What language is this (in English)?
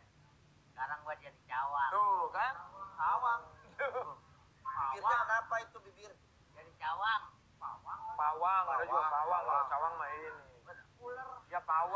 Betawi